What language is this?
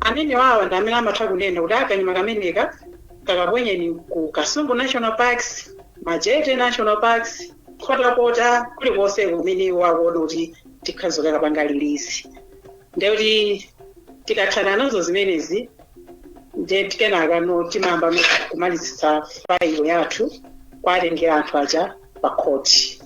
Nyanja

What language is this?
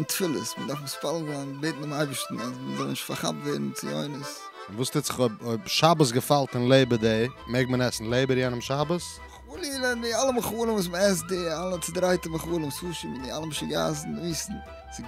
Yiddish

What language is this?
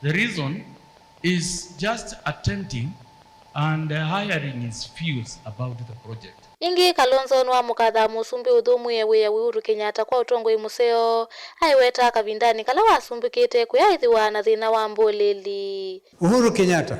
Kamba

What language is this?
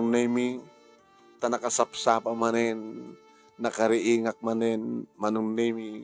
Iloko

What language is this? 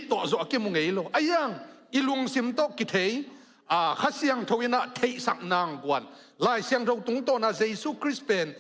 Tedim Chin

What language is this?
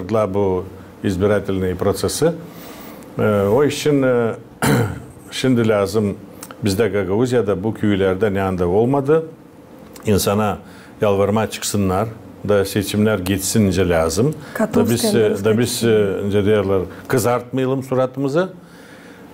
Gagauz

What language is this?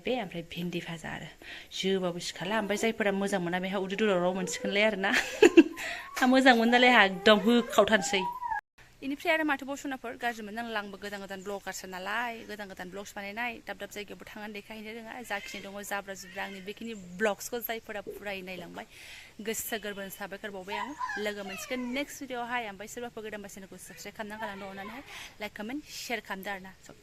Bodo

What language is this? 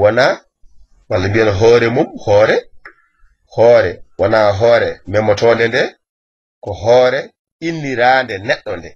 Fula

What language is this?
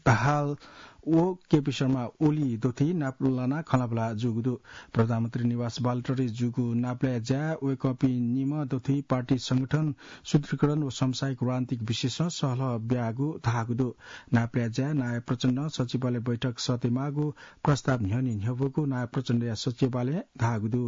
Newari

